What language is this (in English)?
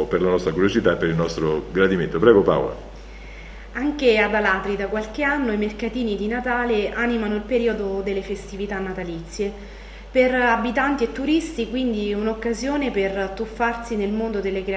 Italian